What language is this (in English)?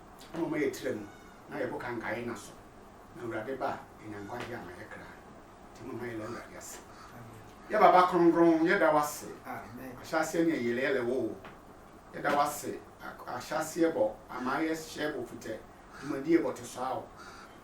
Sehwi